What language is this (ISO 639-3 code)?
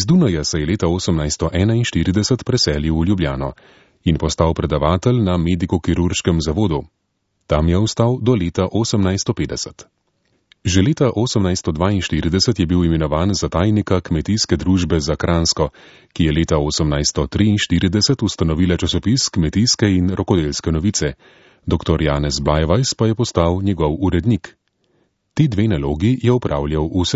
slv